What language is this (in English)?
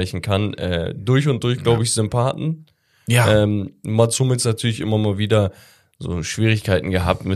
German